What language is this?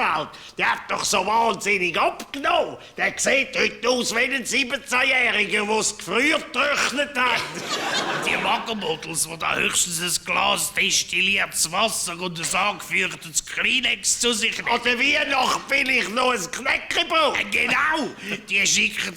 Swiss German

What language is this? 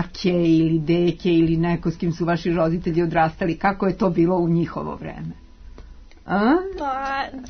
Serbian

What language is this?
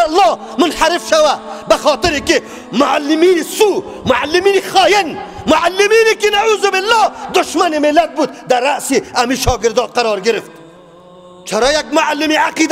Persian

